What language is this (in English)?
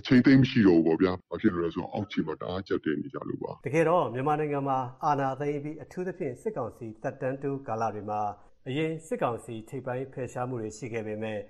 Burmese